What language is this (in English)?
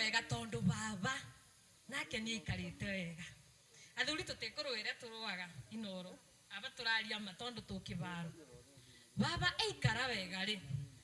Kikuyu